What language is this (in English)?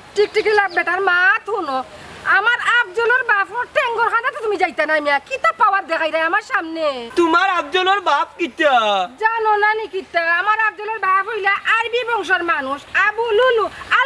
Sylheti